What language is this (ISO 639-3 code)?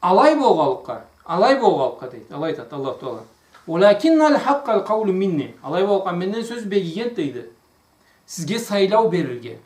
krc